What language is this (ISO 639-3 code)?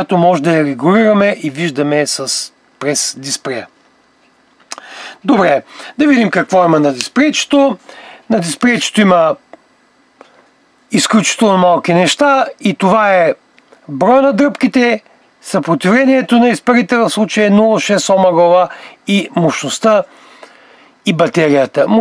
bul